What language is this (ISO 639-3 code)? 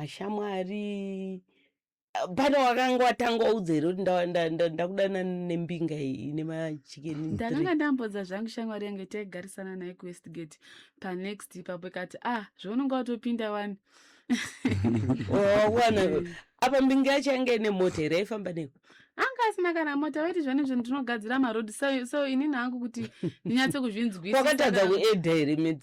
sna